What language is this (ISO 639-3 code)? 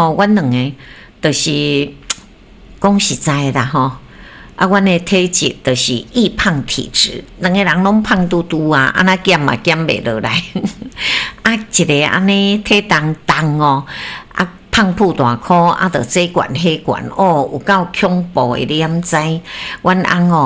nan